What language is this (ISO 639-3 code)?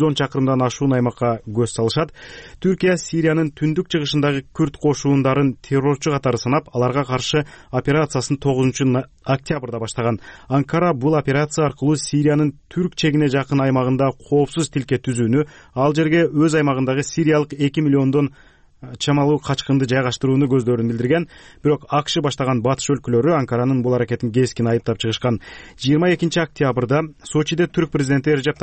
kir